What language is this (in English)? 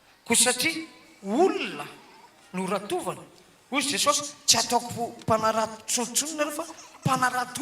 Malagasy